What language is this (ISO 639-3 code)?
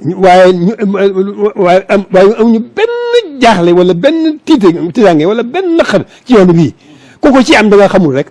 wol